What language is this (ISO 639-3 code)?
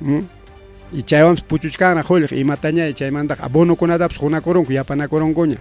quy